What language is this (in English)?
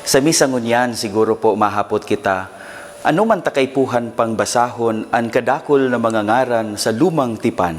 Bikol